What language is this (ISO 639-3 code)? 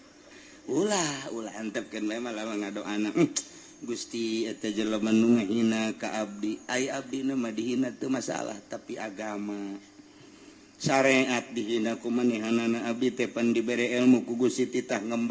sun